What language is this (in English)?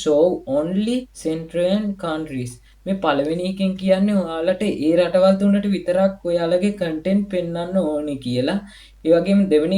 Sinhala